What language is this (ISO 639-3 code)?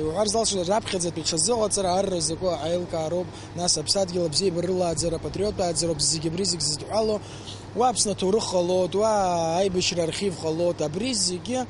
abk